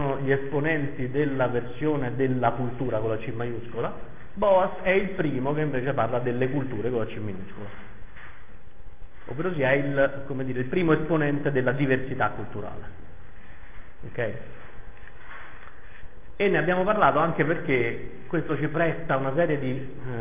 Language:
Italian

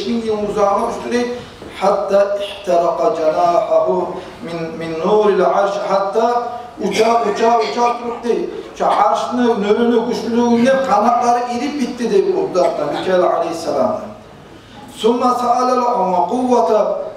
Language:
Kumyk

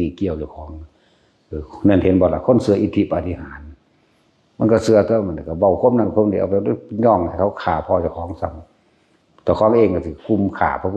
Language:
Northeastern Thai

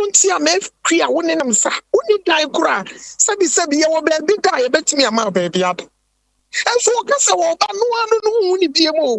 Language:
Akan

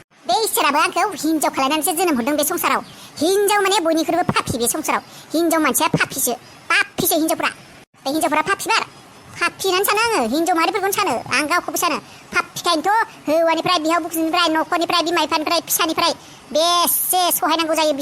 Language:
Bodo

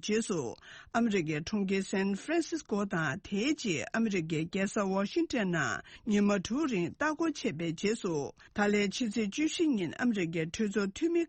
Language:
Tibetan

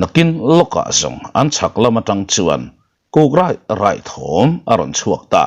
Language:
Mizo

